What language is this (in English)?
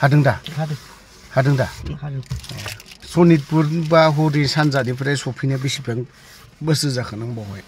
Bodo